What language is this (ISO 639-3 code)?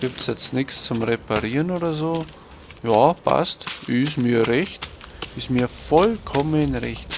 bar